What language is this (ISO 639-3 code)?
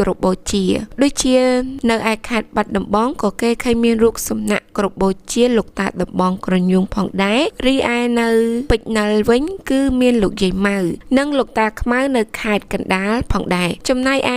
khm